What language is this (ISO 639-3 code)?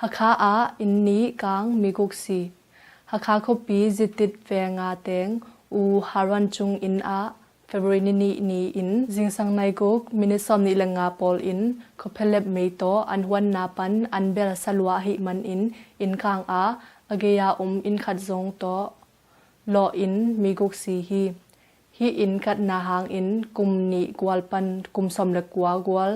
ctd